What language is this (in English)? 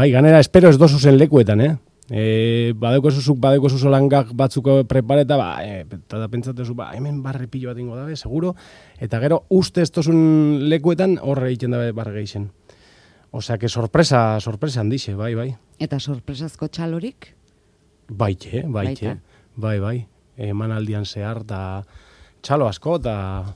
Basque